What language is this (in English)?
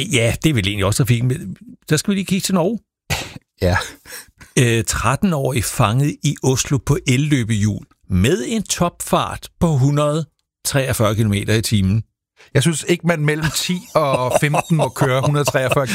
Danish